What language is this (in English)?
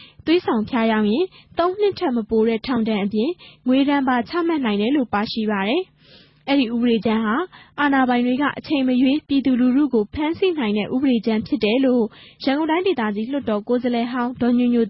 Burmese